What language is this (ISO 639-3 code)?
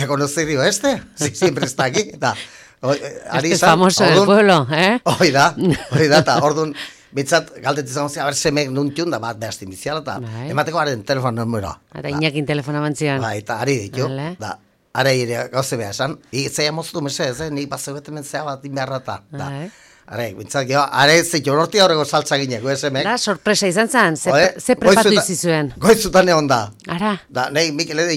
eus